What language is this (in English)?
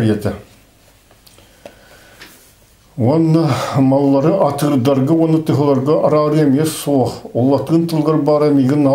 Kazakh